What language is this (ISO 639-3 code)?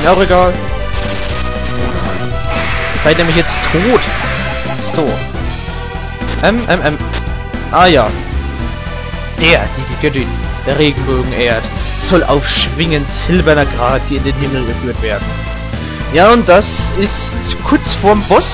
deu